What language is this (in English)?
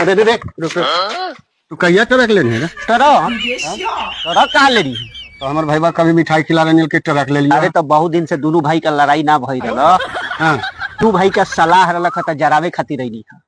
Magahi